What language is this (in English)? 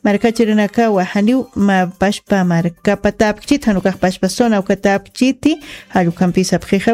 Aymara